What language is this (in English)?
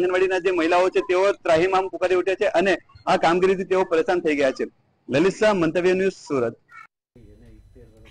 Gujarati